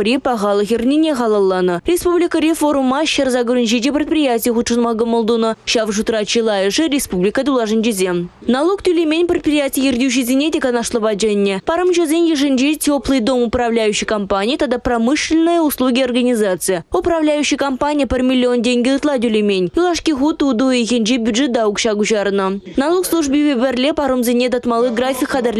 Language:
Chuvash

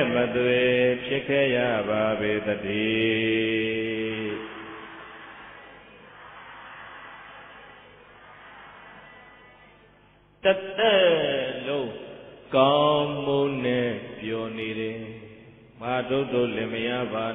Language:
Burmese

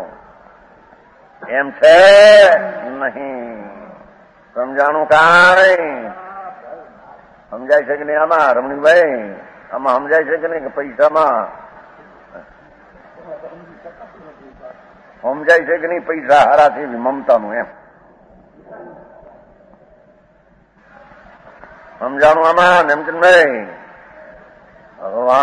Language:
Gujarati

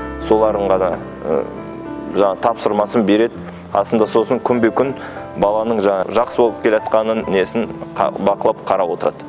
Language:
Kazakh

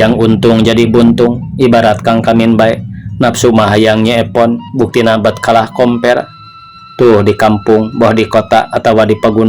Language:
Sundanese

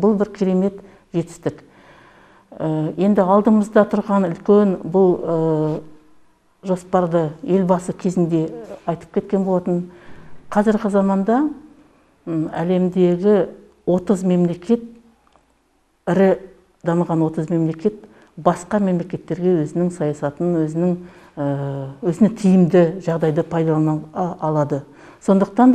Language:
Kazakh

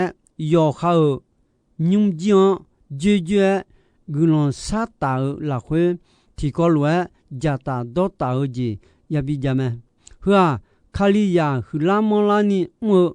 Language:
Akha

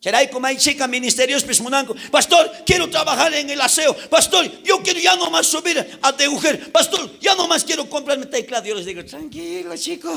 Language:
South Bolivian Quechua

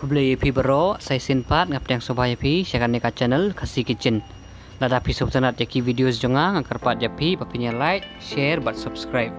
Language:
Khasi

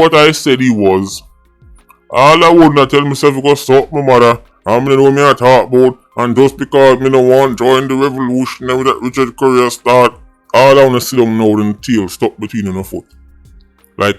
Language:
Jamaican Creole English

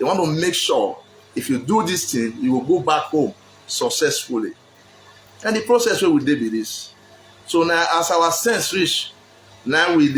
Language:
Nigerian Pidgin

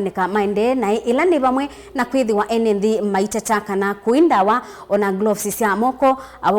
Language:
Kamba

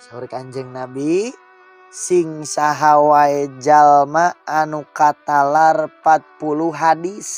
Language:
Sundanese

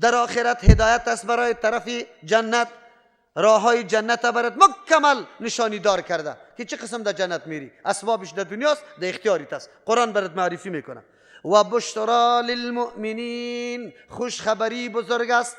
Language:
Persian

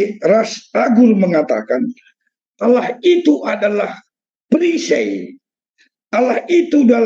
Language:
Batak Karo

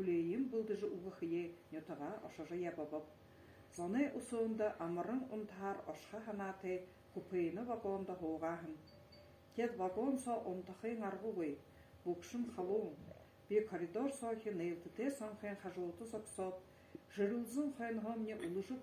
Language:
Buriat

